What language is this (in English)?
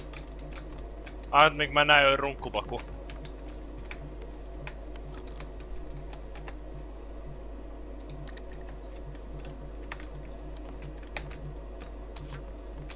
Finnish